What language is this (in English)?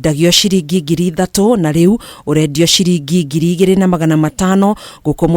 Kikuyu